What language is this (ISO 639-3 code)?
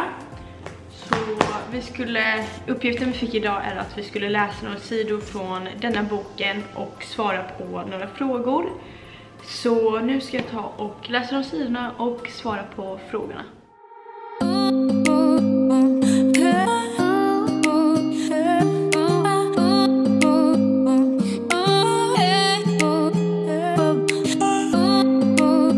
swe